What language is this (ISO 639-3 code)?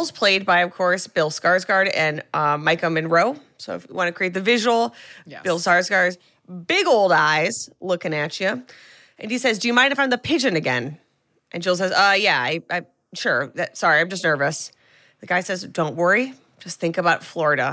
eng